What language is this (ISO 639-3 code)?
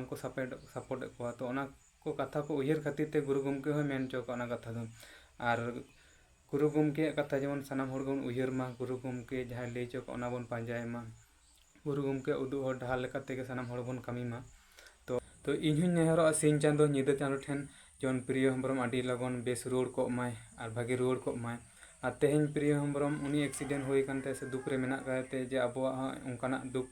sat